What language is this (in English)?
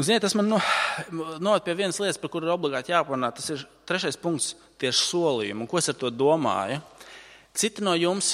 Latvian